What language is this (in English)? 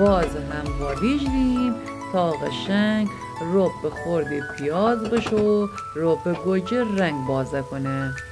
Gilaki